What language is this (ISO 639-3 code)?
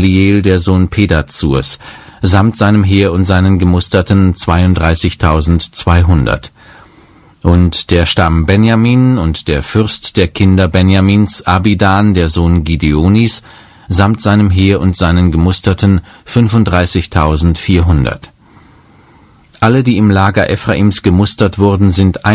deu